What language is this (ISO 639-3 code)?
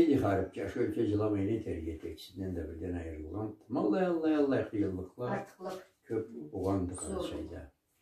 krc